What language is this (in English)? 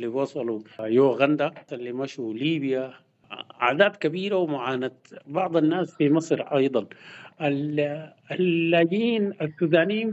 Sudanese Arabic